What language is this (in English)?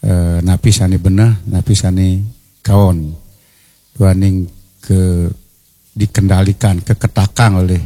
Balinese